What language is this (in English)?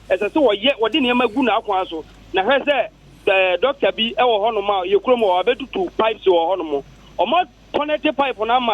Akan